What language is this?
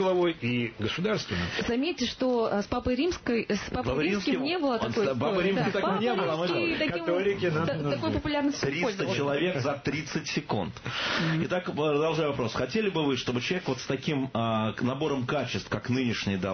Russian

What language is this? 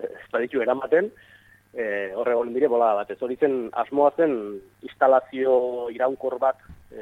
Basque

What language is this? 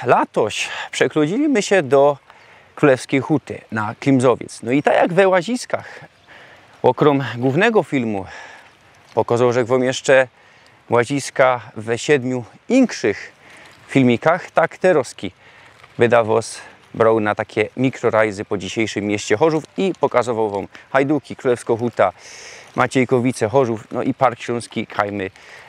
Silesian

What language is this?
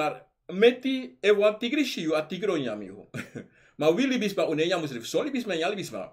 Sranan Tongo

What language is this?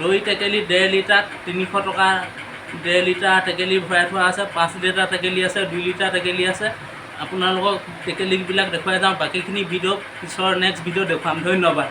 Assamese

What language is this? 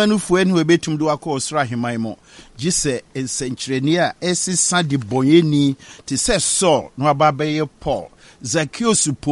Akan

